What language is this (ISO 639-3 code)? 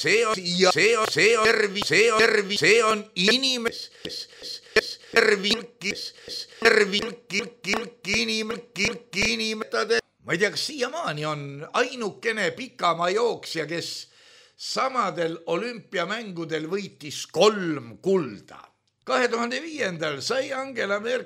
est